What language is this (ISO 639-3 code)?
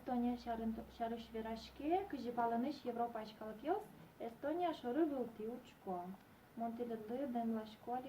udm